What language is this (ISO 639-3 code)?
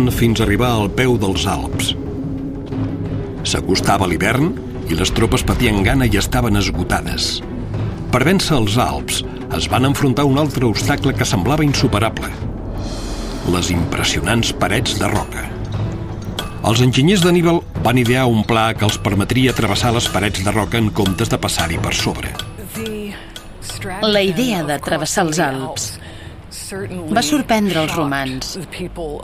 cat